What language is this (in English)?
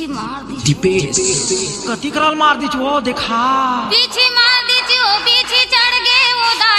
Chhattisgarhi